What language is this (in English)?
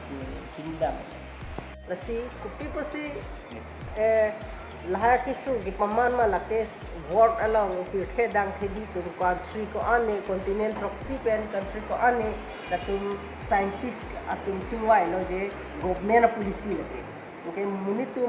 Karbi